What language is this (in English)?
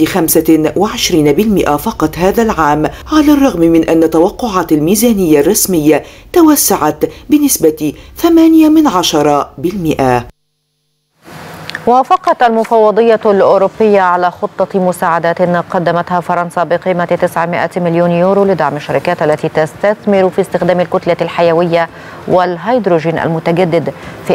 Arabic